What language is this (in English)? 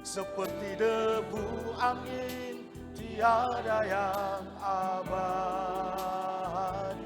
Nias